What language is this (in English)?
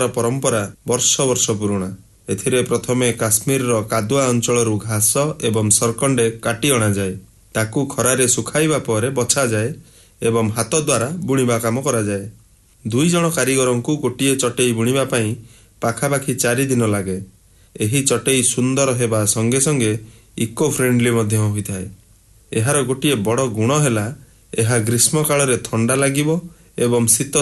Odia